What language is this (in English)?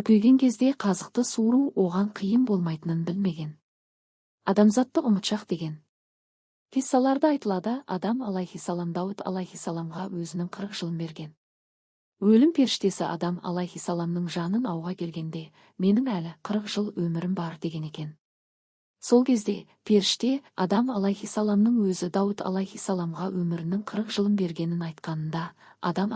Kazakh